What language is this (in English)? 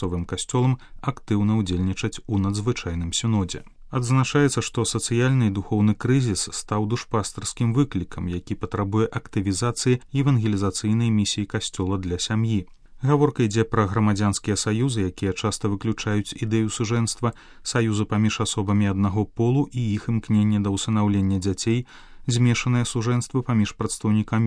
Belarusian